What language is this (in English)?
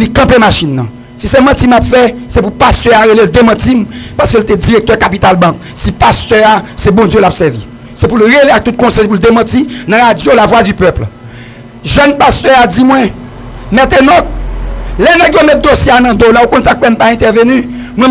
Haitian Creole